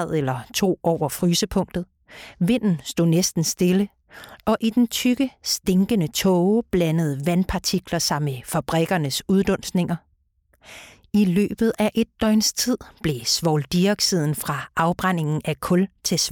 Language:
Danish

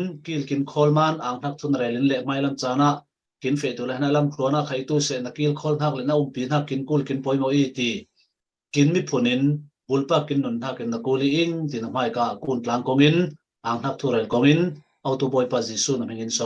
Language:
Falam Chin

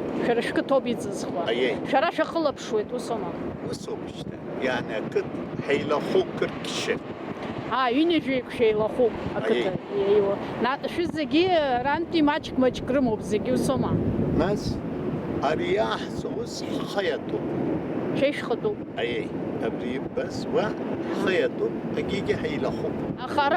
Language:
Abkhazian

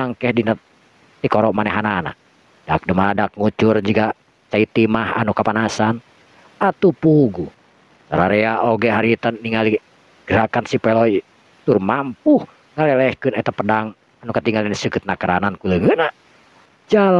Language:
Sundanese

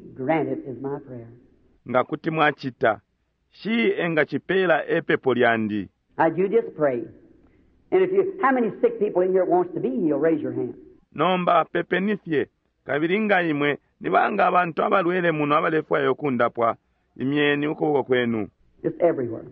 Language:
Bemba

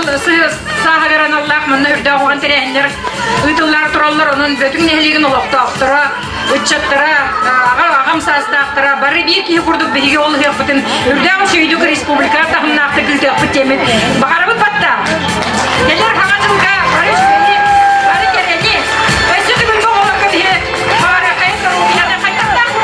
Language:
Yakut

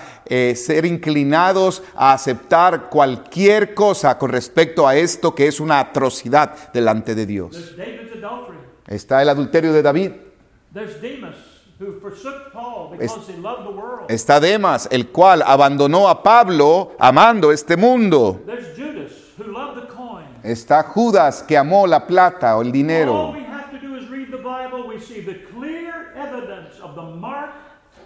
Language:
Spanish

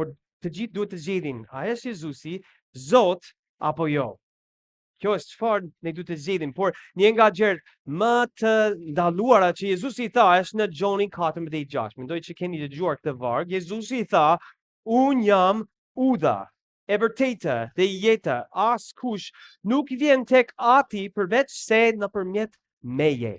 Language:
Albanian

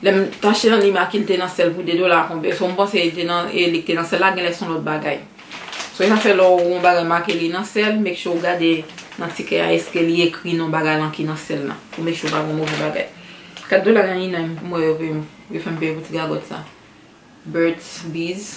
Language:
Haitian Creole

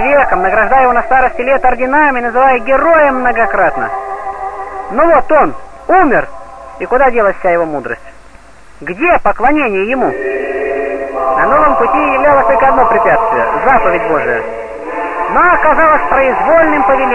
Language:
Russian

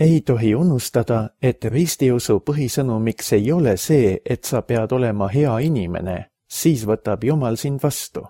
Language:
Estonian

